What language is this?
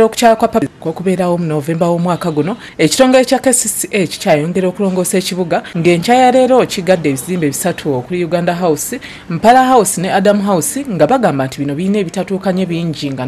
Ganda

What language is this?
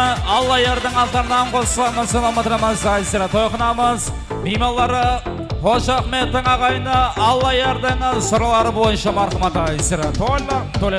Kara-Kalpak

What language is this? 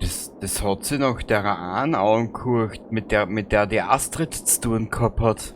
Bavarian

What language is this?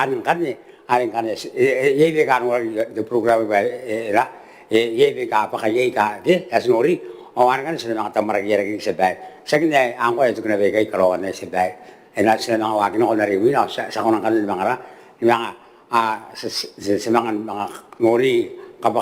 Gilbertese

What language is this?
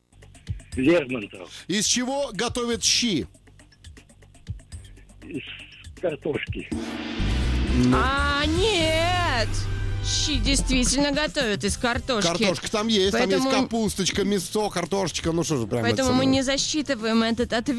Russian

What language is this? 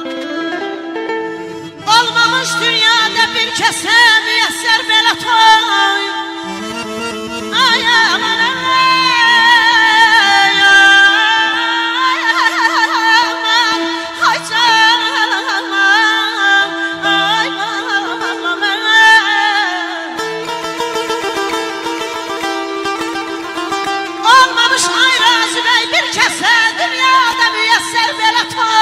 Azerbaijani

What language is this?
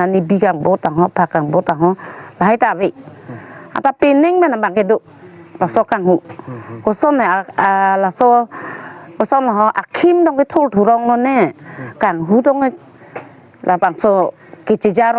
Karbi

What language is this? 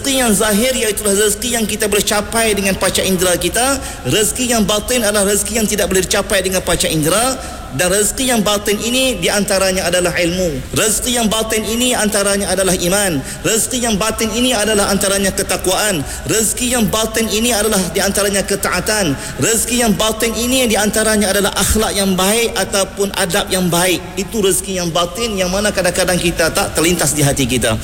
Malay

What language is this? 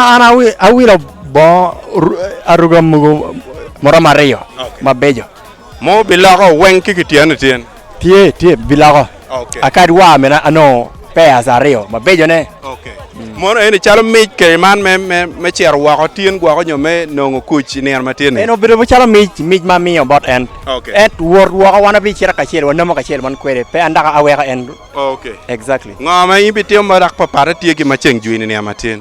Acoli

